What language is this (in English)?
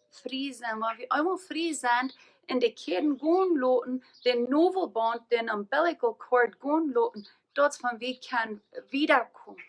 Plautdietsch